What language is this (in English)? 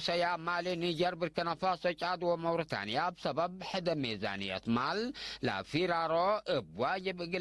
Tigre